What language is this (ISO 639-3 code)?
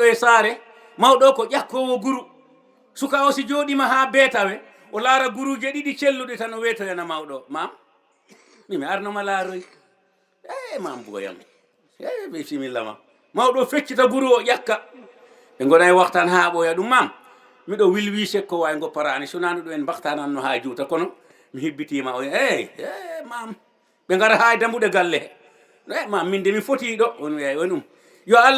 ful